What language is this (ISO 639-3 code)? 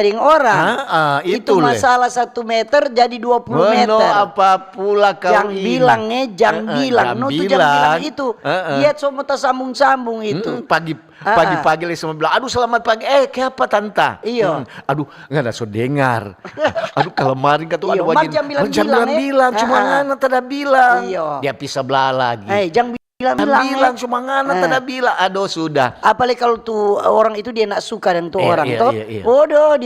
xmm